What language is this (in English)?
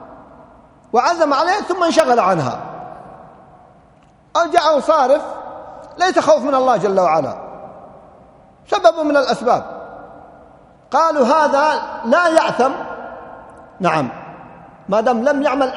Arabic